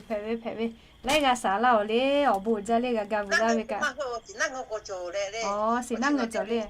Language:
Lahu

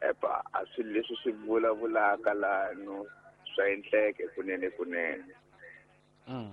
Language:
Tsonga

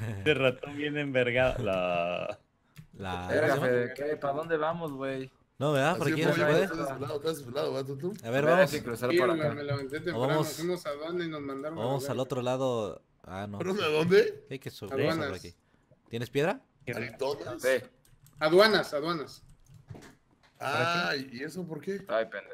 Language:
Spanish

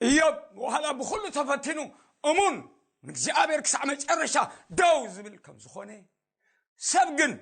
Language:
Tigrinya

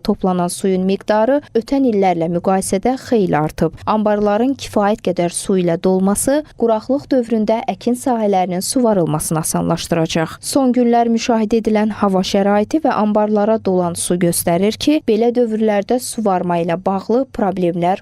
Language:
Azerbaijani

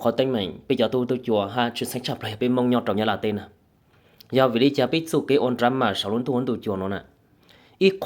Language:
Hmong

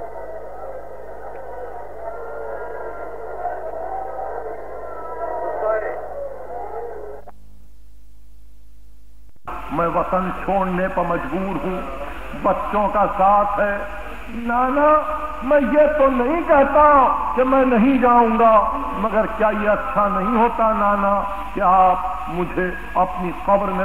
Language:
Urdu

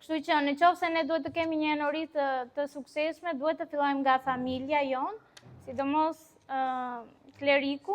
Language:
Albanian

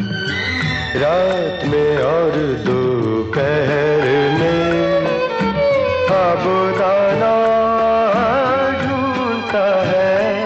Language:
Hindi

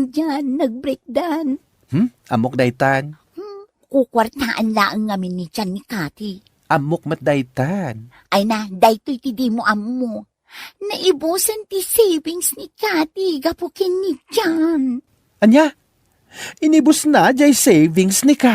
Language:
Iloko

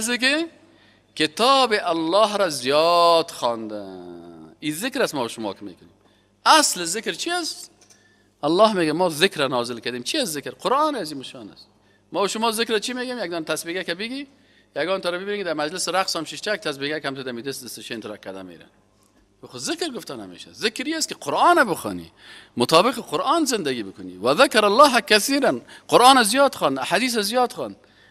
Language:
Persian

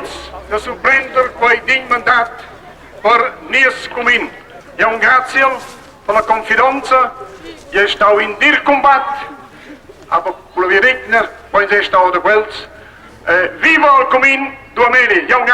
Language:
Romansh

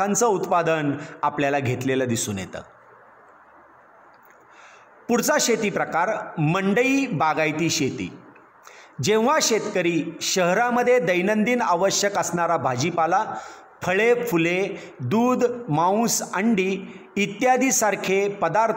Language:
Marathi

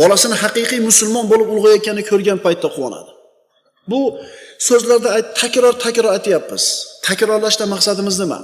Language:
Uzbek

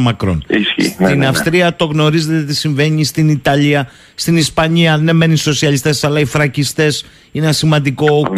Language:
Greek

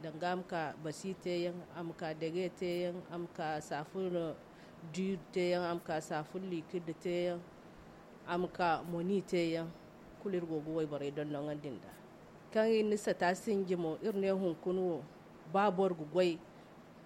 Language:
Zarma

